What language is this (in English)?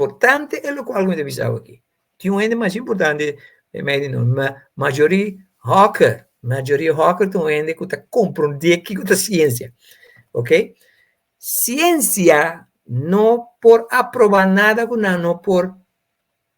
Papiamento